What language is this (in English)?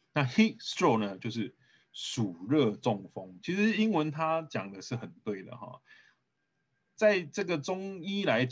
Chinese